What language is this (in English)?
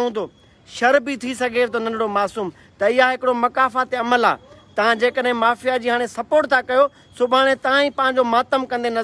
Sindhi